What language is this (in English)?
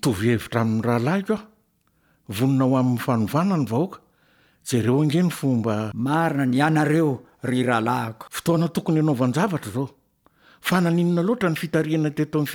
Malagasy